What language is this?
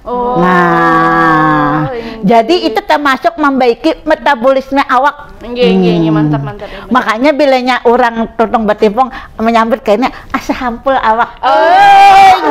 Banjar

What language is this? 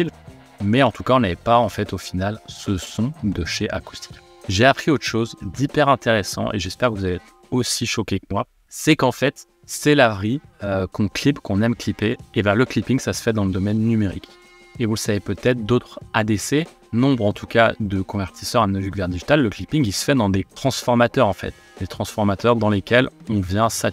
French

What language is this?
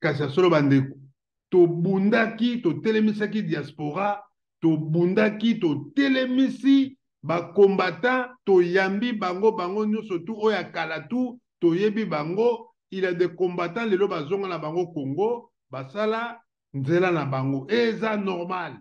Lingala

